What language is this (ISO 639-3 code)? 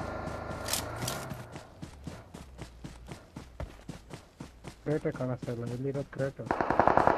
kan